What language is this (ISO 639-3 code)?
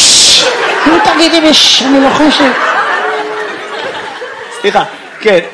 heb